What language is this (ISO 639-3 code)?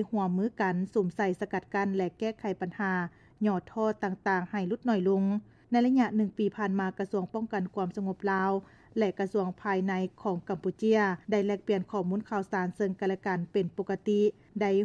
lao